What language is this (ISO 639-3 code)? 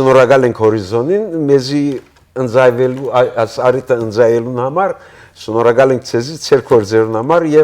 hyw